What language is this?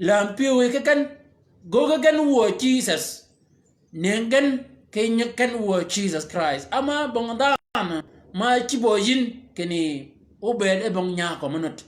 Shilluk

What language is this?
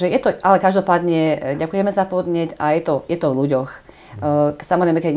Slovak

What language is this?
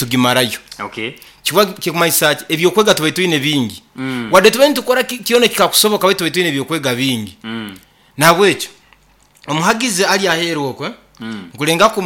Nyankole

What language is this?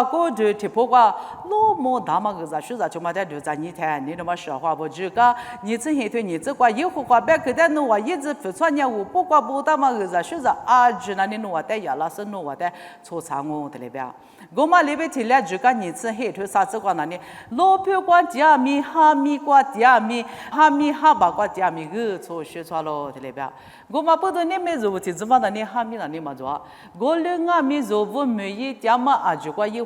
Lisu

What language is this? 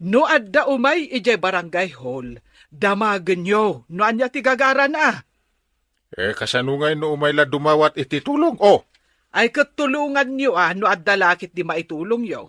Iloko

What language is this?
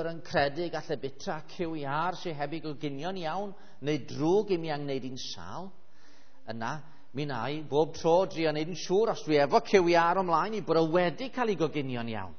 Welsh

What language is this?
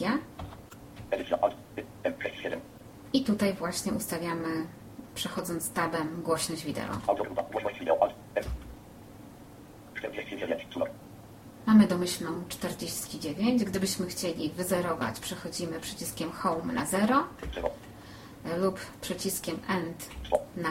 Polish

